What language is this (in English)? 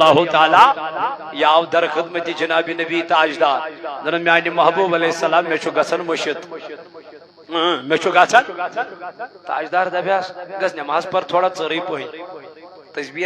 Kashmiri